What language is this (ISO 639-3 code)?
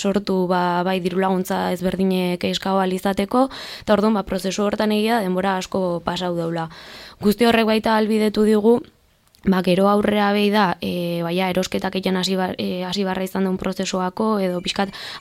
eus